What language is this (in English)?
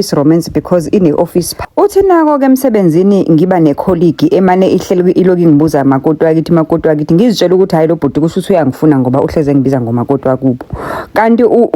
Zulu